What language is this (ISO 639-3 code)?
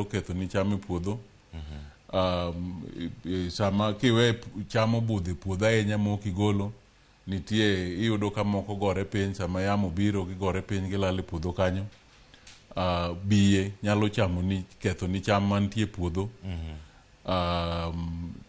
luo